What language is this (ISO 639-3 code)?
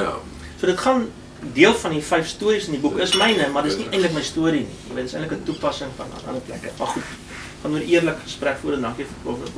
afr